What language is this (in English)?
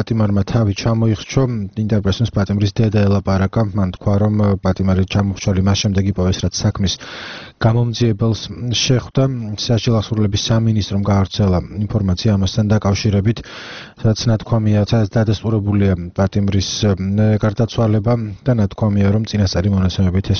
Georgian